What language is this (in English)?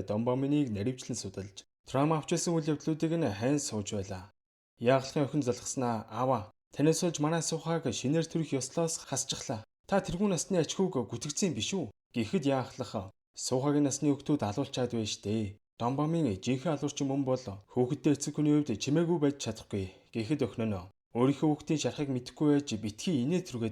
Mongolian